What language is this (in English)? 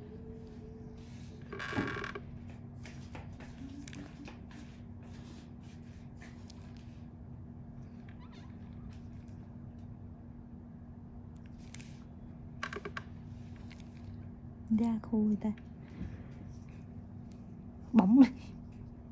Vietnamese